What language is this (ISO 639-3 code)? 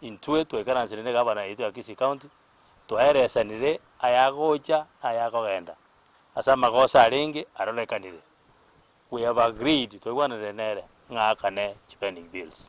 guz